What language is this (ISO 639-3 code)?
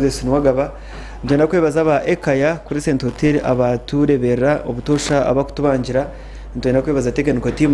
nyn